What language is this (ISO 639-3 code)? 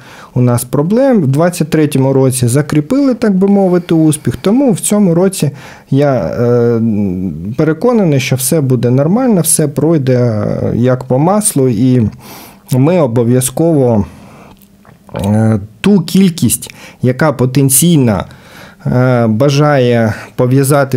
ukr